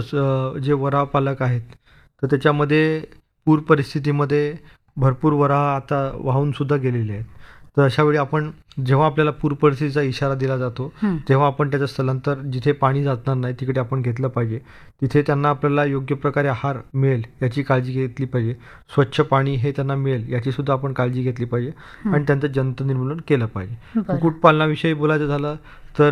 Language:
Marathi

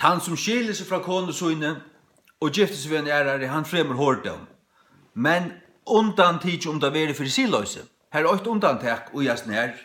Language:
Faroese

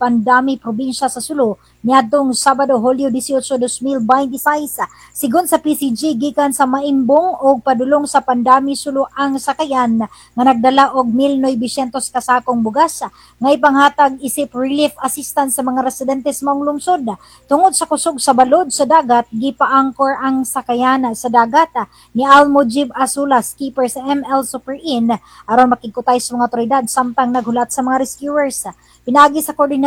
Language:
Cebuano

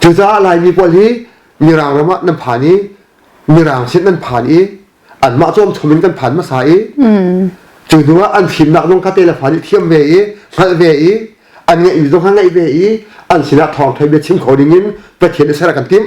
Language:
Hakha Chin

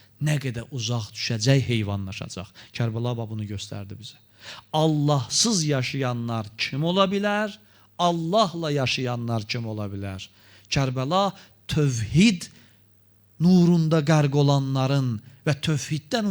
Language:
Azerbaijani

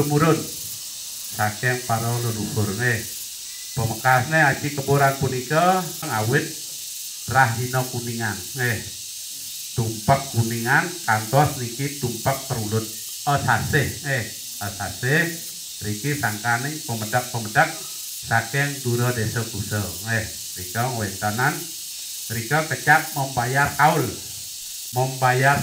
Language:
Balinese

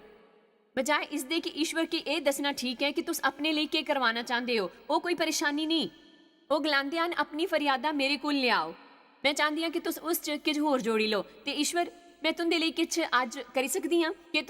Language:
Dogri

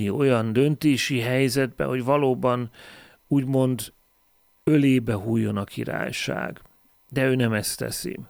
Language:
Hungarian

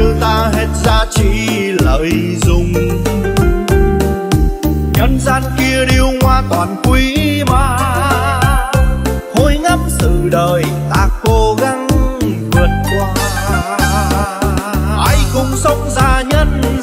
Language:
Vietnamese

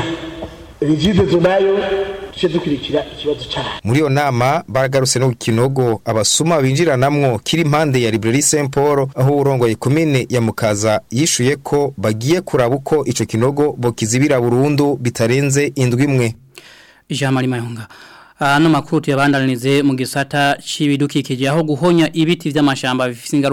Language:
Rundi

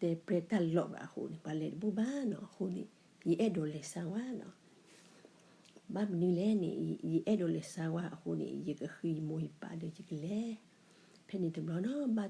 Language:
S'gaw Karen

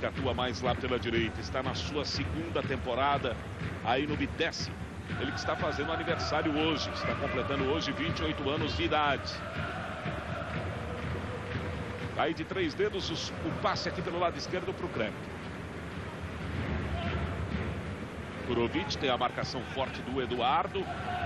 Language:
Portuguese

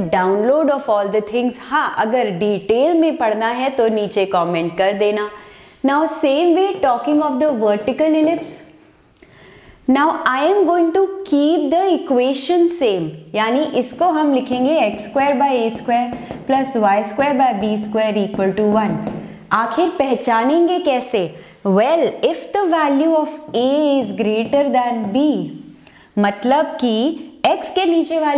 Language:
Hindi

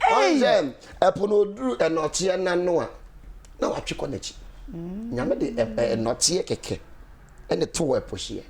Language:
Akan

